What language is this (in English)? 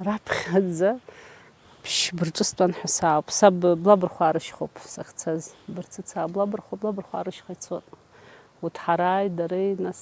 Abkhazian